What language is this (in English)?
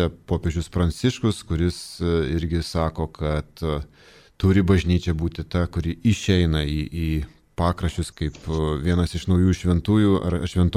Lithuanian